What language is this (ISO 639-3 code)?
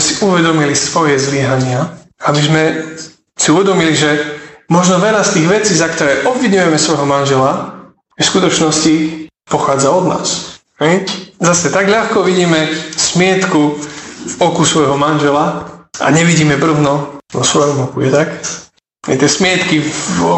slk